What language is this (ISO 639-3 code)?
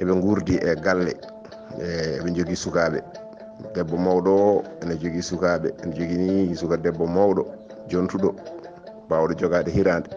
ful